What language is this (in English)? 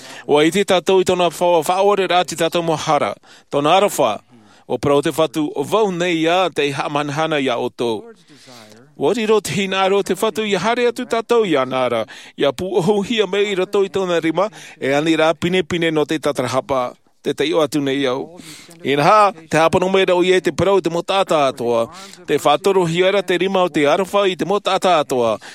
Tahitian